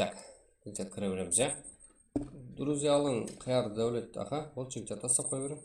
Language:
Kara-Kalpak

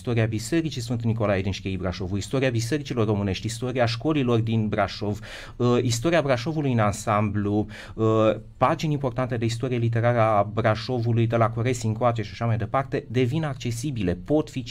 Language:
Romanian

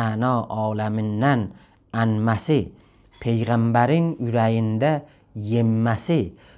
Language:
South Azerbaijani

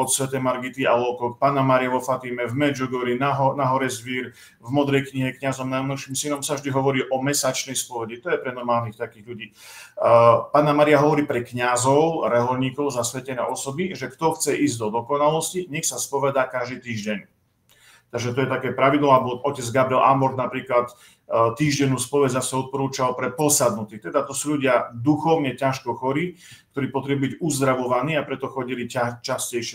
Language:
Slovak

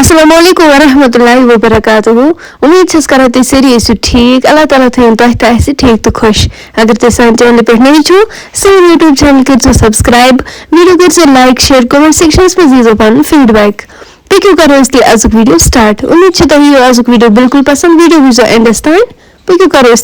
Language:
Kashmiri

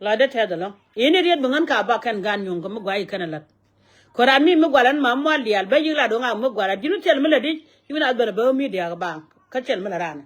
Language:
Nuer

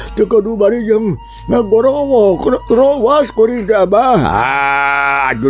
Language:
Sundanese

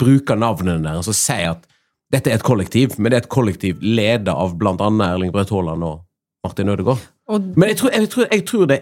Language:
Norwegian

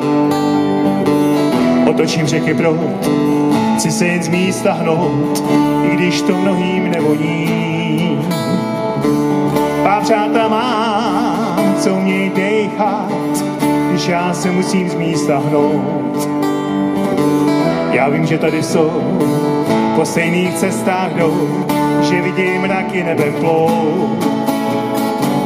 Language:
Czech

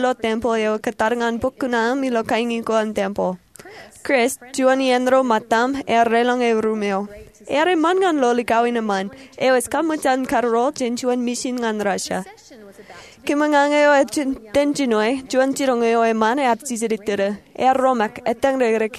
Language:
Marshallese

